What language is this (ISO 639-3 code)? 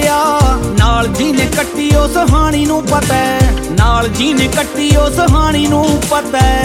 pan